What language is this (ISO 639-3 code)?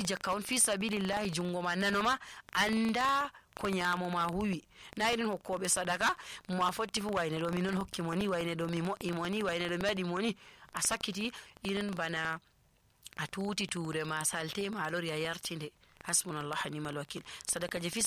ful